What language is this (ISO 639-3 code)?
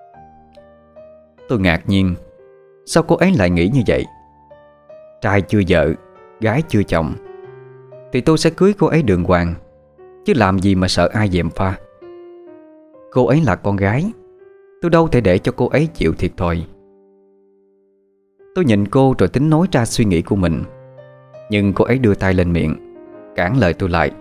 vie